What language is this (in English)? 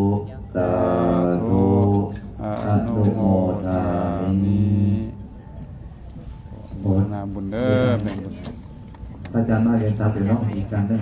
Lao